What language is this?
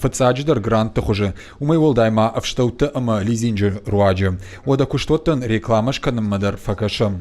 Ossetic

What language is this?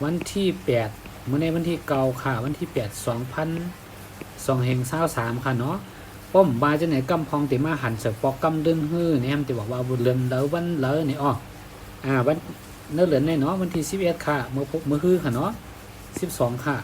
Shan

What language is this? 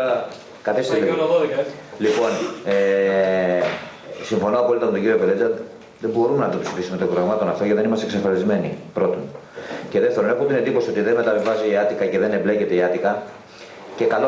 Greek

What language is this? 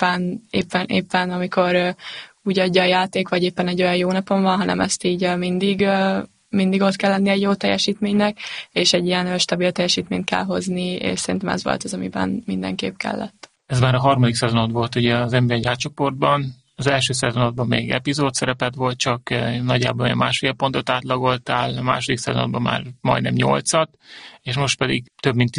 Hungarian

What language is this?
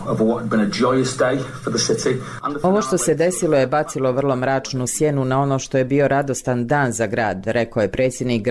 Bosnian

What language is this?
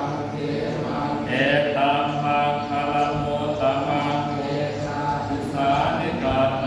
Pali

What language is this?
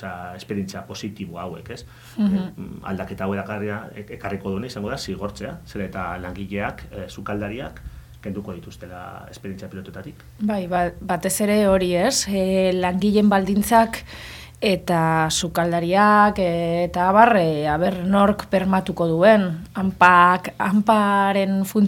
Basque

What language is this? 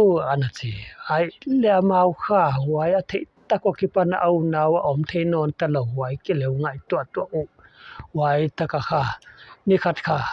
Paite Chin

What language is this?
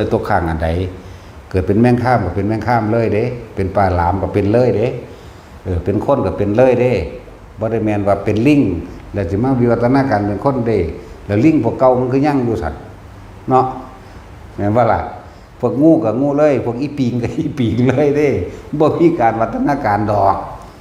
Northeastern Thai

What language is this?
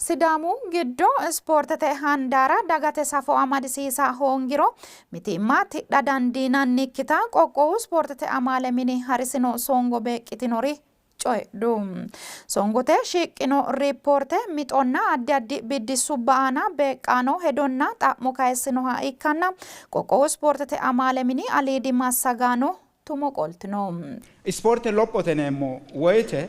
Sidamo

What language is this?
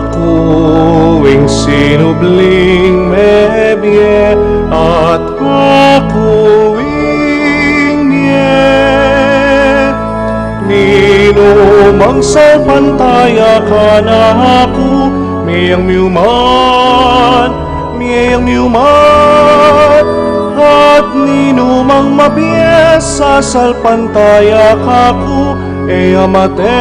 Pampanga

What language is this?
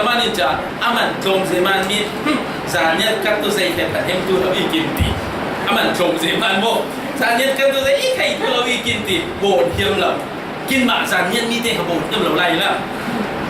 Falam Chin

